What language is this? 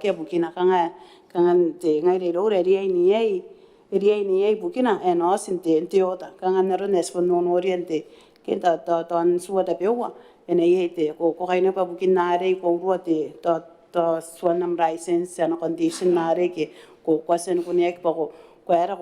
Gilbertese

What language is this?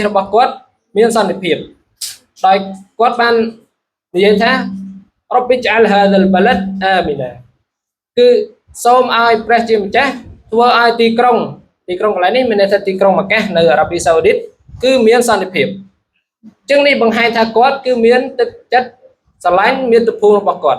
Khmer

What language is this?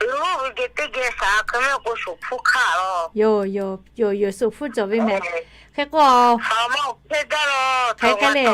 Lahu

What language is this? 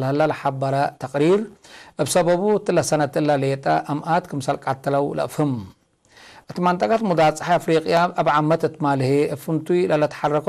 Tigre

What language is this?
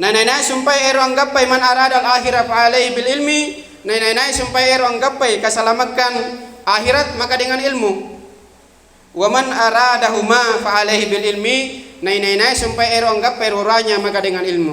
Makasar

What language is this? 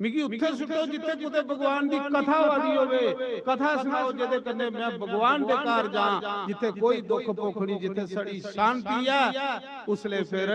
Dogri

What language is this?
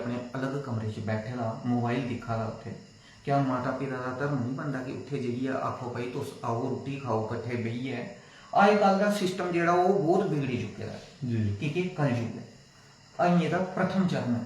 Dogri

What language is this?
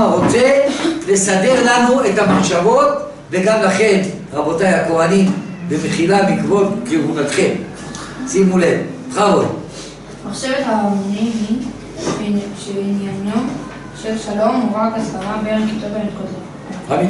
Hebrew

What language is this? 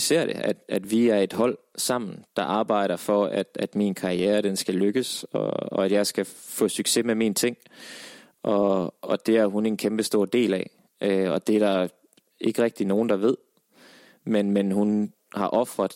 Danish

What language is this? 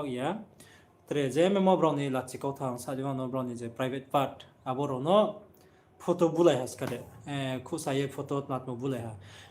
Riang (India)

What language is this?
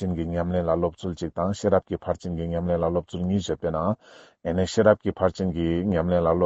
Ladakhi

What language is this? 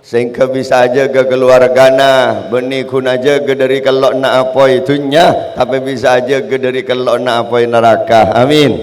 Madurese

